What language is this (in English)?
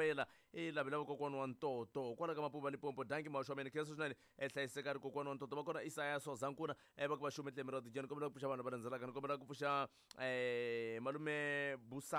Tsonga